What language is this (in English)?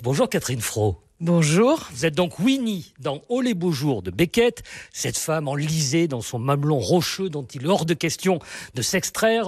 French